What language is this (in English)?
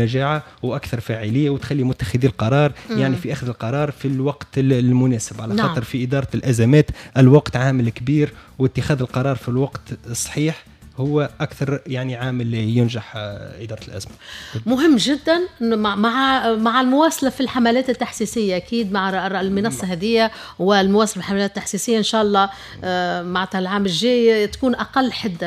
Tunisian Arabic